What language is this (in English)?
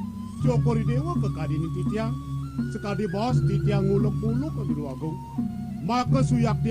Balinese